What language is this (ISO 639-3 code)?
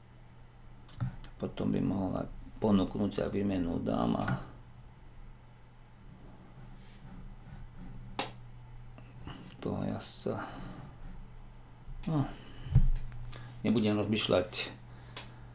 slk